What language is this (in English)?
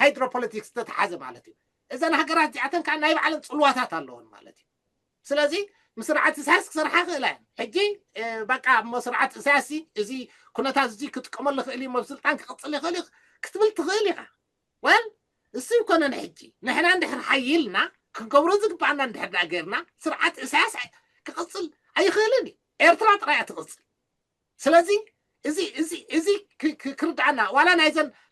Tigrinya